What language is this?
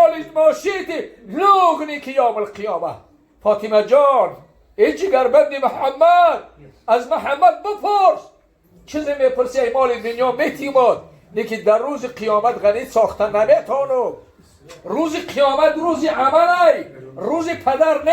Tajik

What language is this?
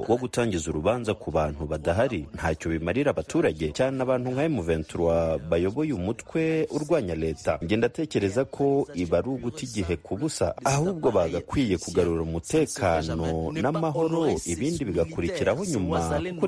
Kinyarwanda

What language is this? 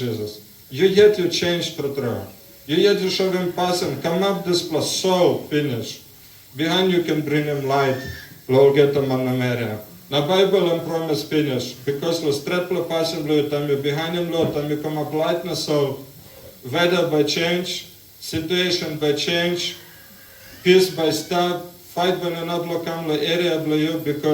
Tok Pisin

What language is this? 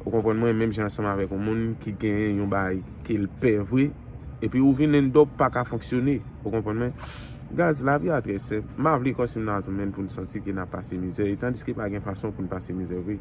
Haitian Creole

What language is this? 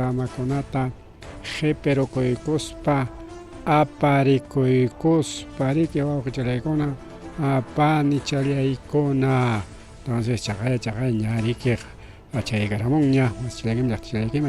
Ayacucho Quechua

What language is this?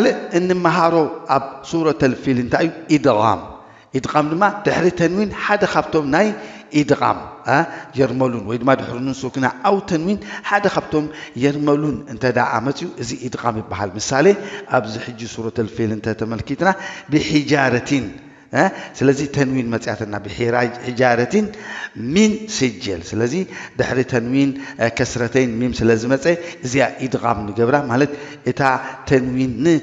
Tigrinya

